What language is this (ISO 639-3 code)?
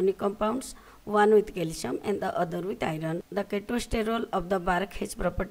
ori